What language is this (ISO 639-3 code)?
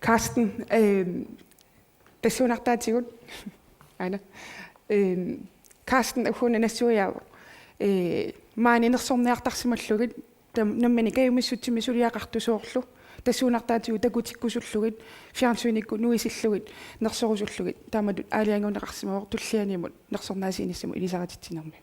kal